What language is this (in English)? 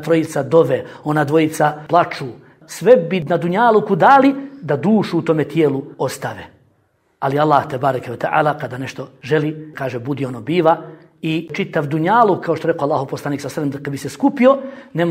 Bosnian